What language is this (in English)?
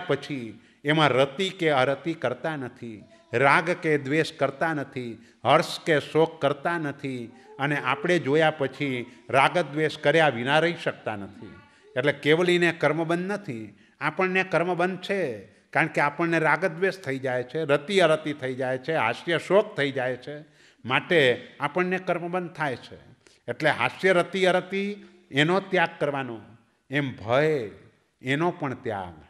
Gujarati